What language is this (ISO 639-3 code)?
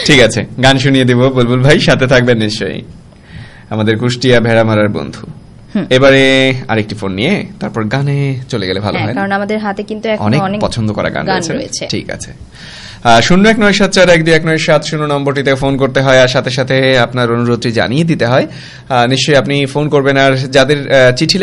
ben